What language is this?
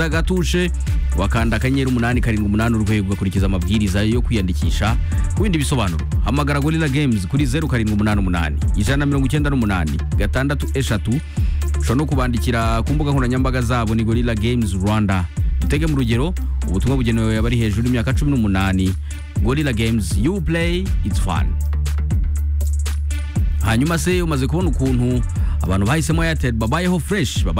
Kinyarwanda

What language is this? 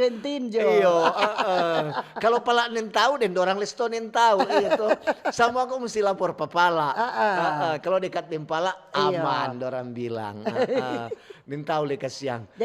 Manado Malay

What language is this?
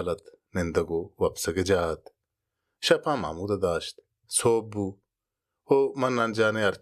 Baluchi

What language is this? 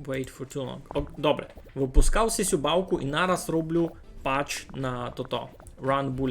Rusyn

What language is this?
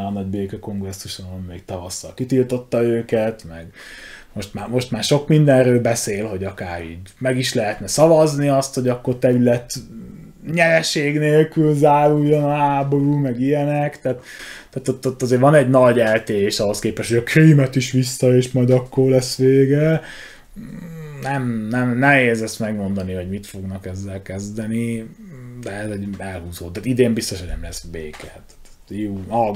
Hungarian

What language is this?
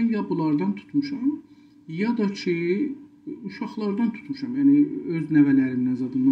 South Azerbaijani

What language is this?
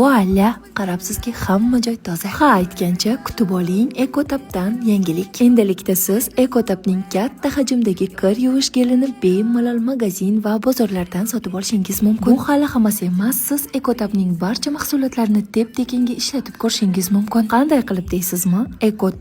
Uzbek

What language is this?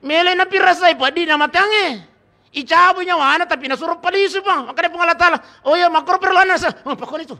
Buginese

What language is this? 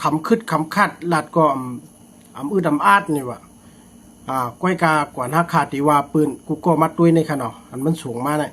Shan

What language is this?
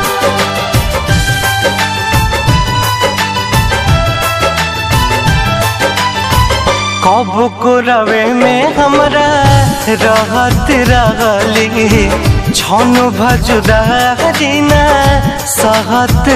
Bhojpuri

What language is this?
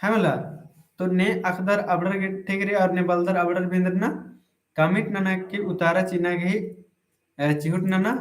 Kurukh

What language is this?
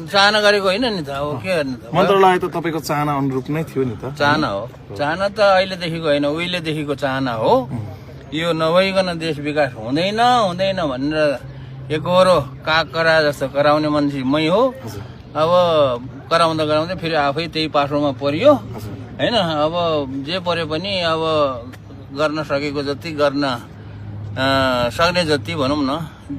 Nepali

